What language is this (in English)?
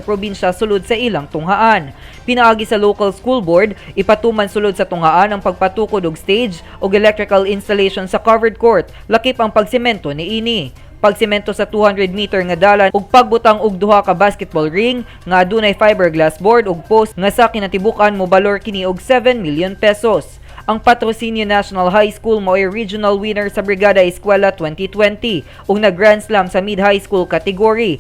Cebuano